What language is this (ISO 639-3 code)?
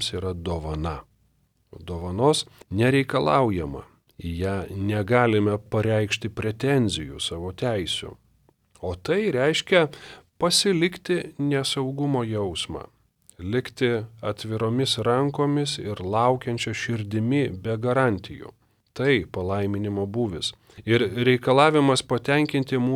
lit